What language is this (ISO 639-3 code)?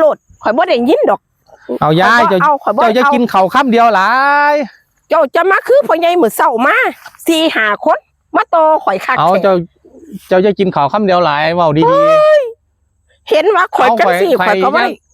tts